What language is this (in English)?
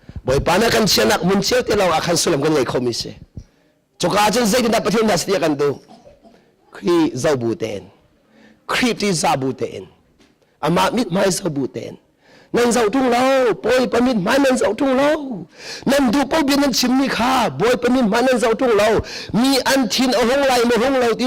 Hakha Chin